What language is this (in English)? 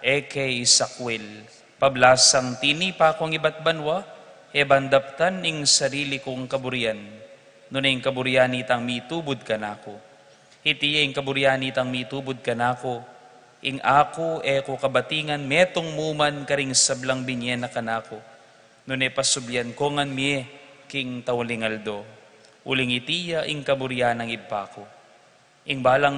Pampanga